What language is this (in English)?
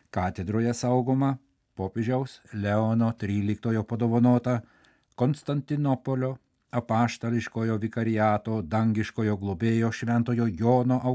Lithuanian